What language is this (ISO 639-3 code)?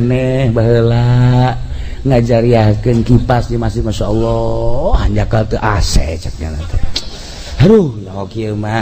sun